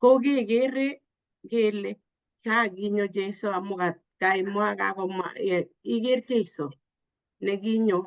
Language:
Kalenjin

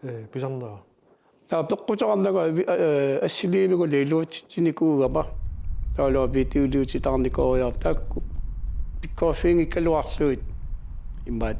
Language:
Kalaallisut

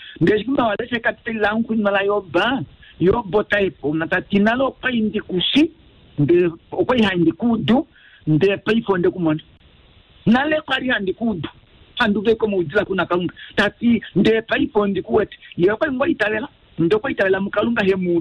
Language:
Kuanyama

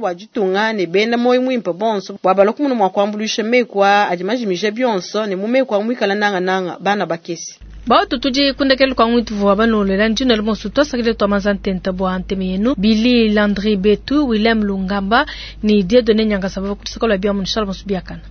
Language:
Luba-Lulua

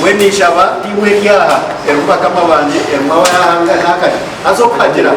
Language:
Nyankole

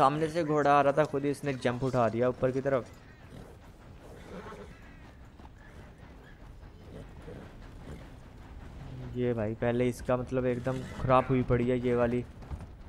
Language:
Hindi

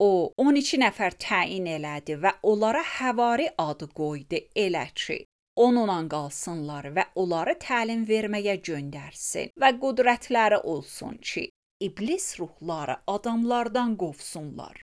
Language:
Azerbaijani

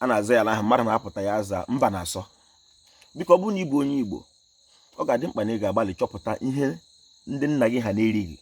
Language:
Igbo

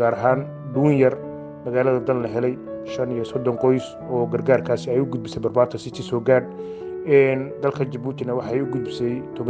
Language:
Somali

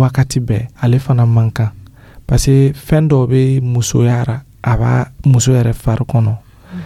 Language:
Dyula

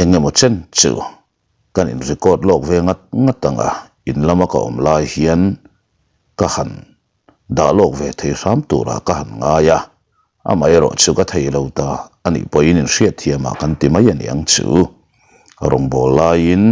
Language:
Mizo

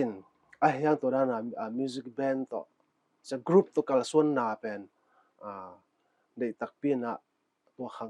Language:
Paite Chin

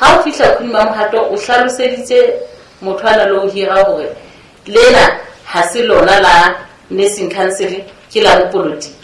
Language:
Southern Sotho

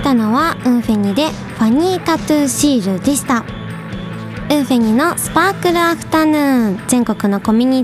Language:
Japanese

